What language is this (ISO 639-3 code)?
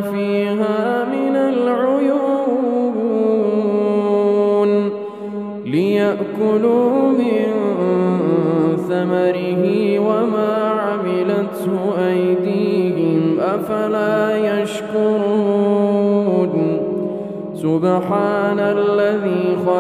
ara